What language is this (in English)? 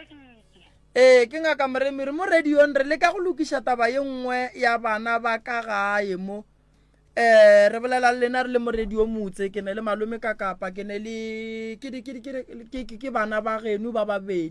Northern Sotho